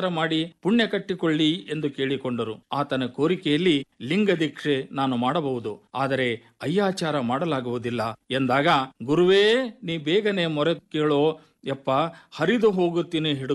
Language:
Kannada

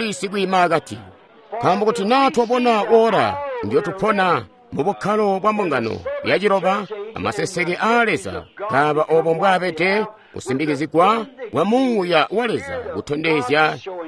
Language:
Tonga (Zambia)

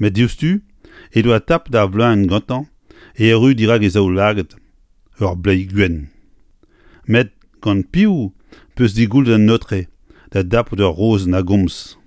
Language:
Breton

